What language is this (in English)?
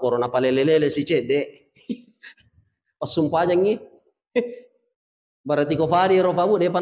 Buginese